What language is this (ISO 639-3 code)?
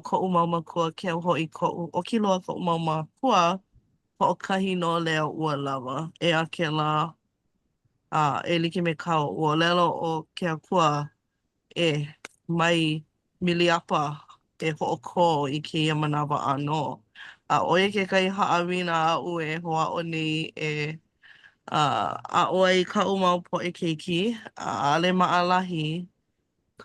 haw